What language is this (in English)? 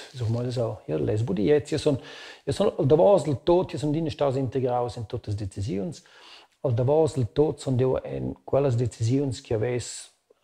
Romansh